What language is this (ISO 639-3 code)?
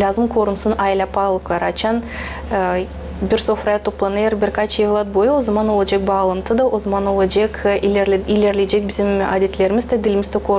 gag